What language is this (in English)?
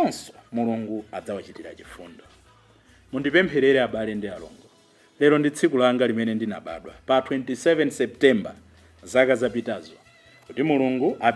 Nyanja